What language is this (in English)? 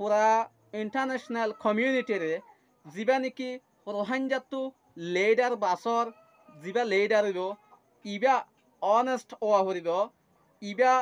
Rohingya